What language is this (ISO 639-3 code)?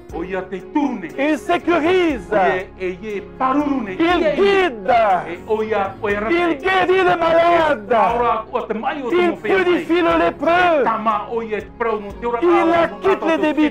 tah